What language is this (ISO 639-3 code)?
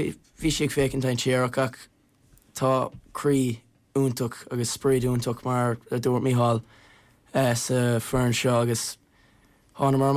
gle